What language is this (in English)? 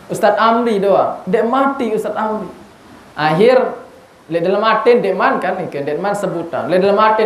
Sasak